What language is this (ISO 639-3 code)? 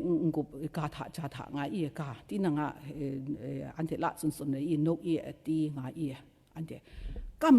kac